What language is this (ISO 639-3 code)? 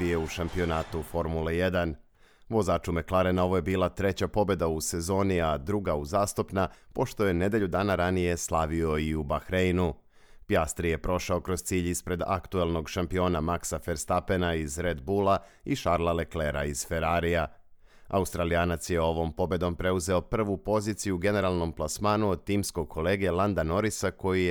srp